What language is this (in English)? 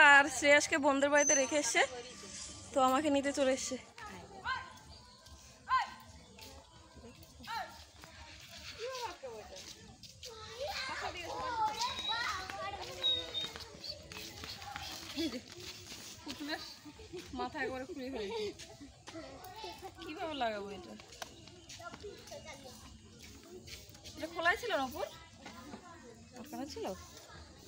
Bangla